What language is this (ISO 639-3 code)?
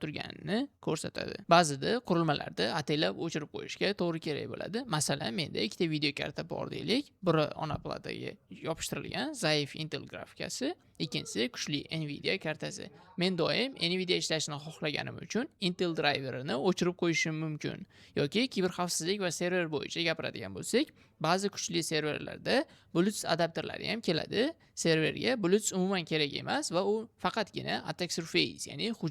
uzb